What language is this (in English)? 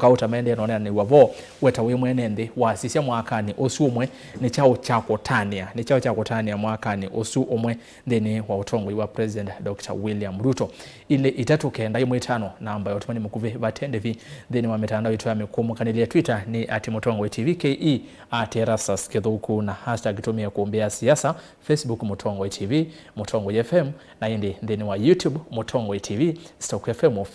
Kamba